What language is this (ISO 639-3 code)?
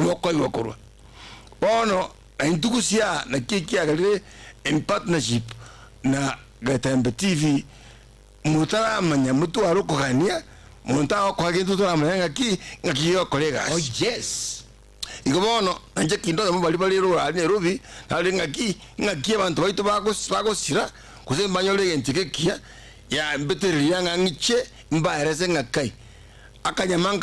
guz